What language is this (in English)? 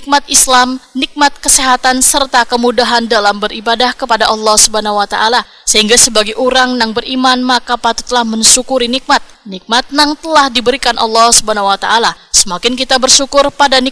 Banjar